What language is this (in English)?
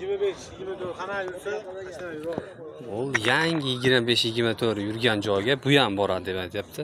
Uzbek